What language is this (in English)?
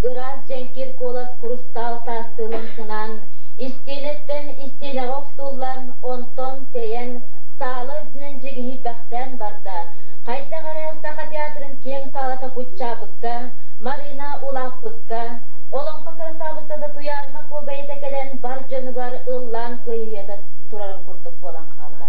Yakut